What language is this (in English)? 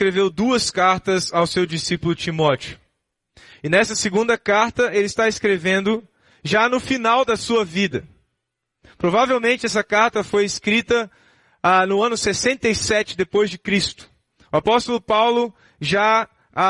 Portuguese